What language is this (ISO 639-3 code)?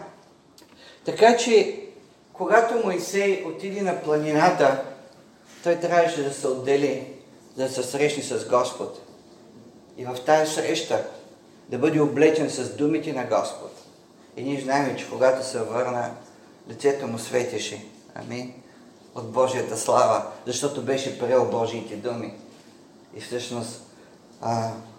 bul